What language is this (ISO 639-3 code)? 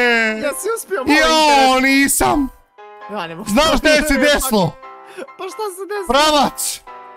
bos